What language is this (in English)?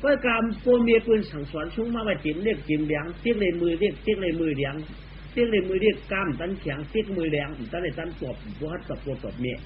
Shan